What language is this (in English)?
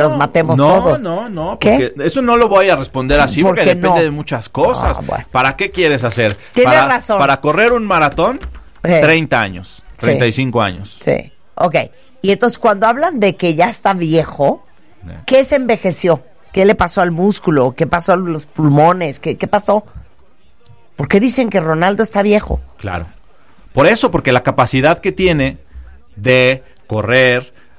Spanish